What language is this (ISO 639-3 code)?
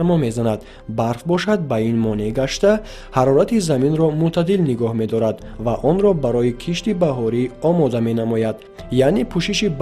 tgk